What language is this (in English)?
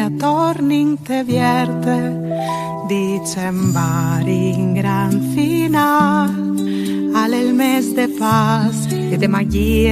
Friulian